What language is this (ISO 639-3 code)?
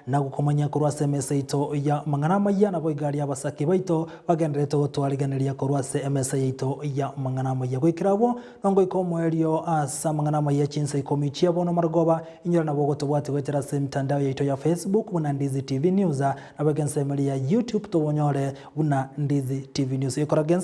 guz